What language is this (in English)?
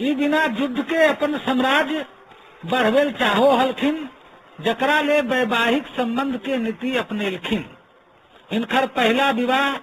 Magahi